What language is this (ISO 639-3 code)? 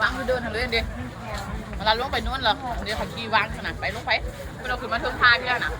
lao